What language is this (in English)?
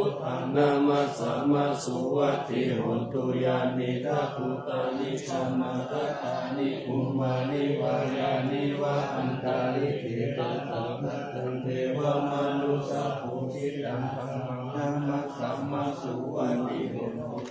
Pali